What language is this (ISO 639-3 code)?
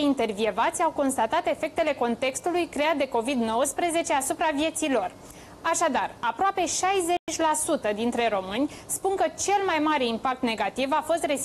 ron